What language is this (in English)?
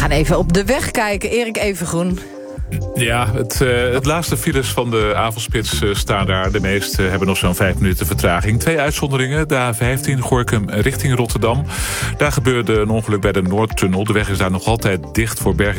Dutch